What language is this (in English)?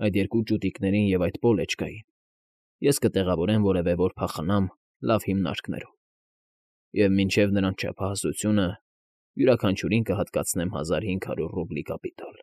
Armenian